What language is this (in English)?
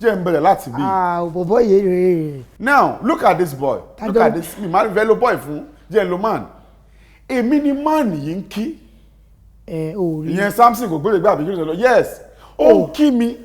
Yoruba